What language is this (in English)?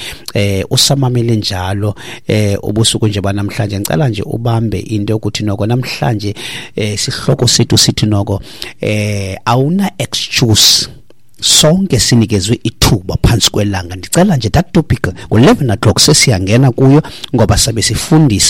Xhosa